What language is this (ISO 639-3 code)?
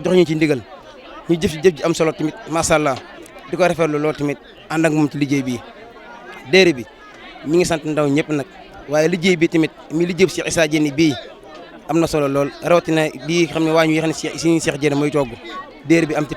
wol